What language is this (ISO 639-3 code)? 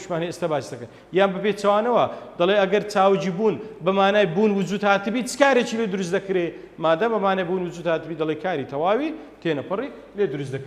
ckb